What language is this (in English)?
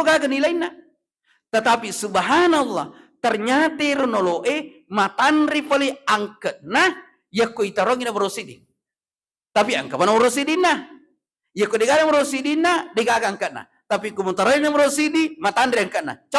Buginese